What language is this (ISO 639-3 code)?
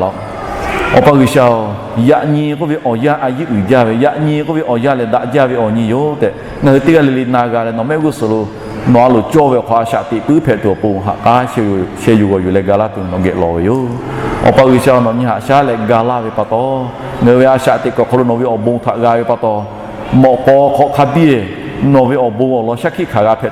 lhu